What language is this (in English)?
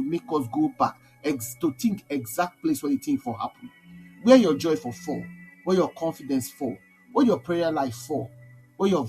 Nigerian Pidgin